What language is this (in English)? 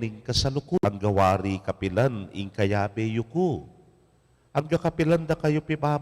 Pampanga